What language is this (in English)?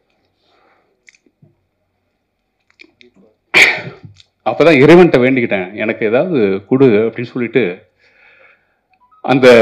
Tamil